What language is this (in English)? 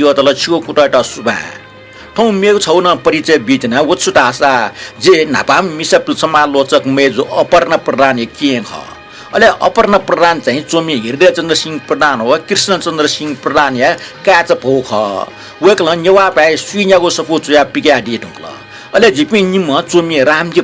Newari